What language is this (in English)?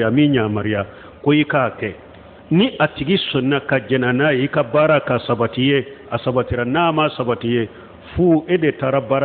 Bambara